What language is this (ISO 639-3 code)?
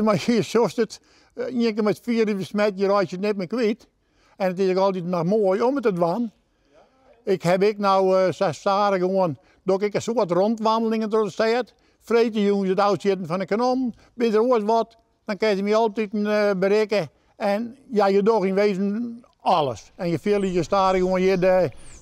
fry